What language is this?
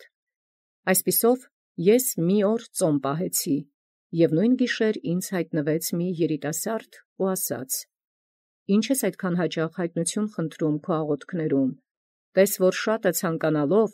Armenian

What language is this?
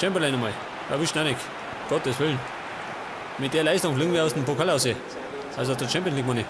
Bavarian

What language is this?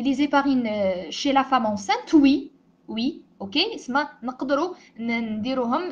Algerian Arabic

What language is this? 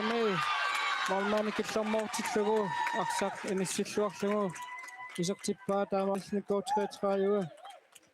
Kalaallisut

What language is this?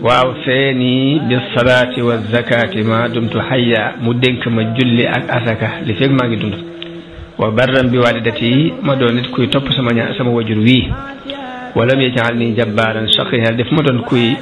Wolof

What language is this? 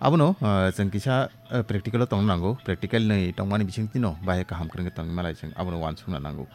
Kok Borok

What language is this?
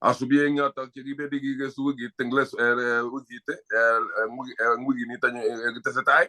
Kalenjin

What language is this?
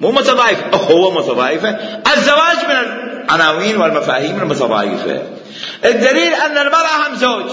Mesopotamian Arabic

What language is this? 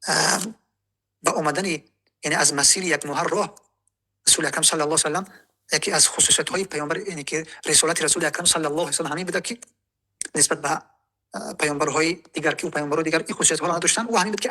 Tajik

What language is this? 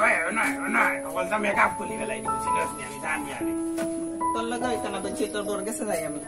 Sylheti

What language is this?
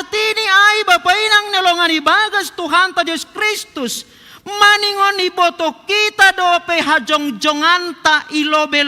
Batak Simalungun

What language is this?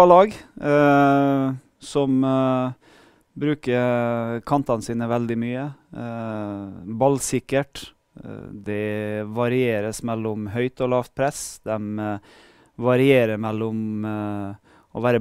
Norwegian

